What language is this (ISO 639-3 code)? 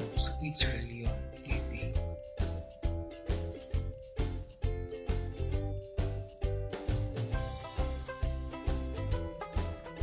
fil